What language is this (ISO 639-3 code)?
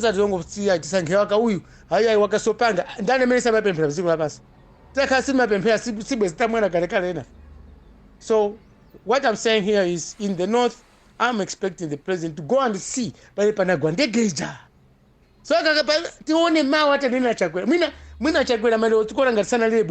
nya